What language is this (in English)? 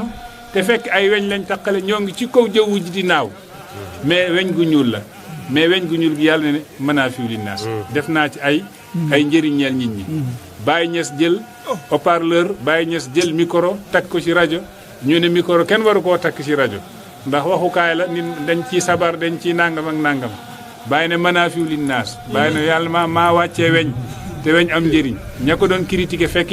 Wolof